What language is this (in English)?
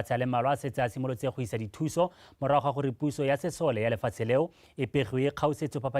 Tswana